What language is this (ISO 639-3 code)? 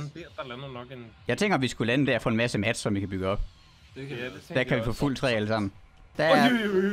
dan